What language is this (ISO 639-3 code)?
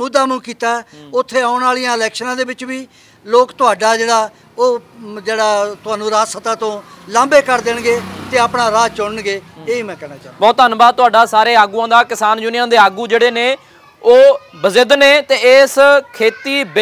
pan